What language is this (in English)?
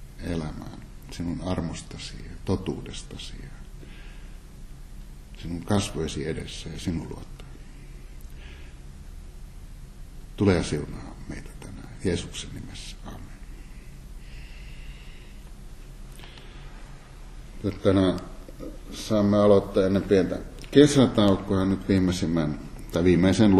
Finnish